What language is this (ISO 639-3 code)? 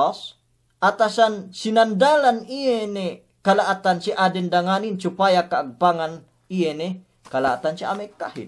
yka